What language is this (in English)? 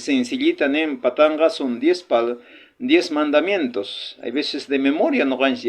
South Bolivian Quechua